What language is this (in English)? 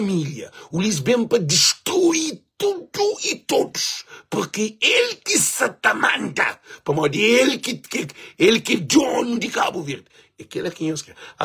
Kabuverdianu